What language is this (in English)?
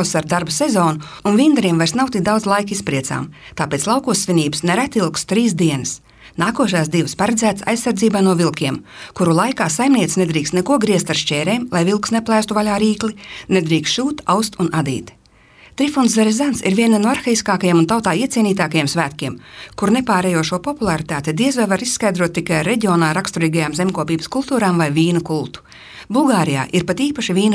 Latvian